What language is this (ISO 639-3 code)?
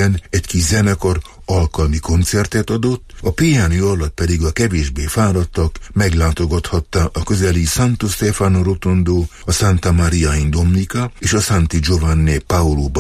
hun